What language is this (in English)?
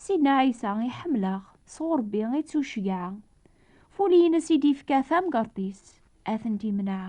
Kabyle